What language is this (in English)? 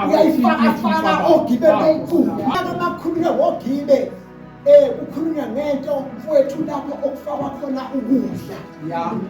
Zulu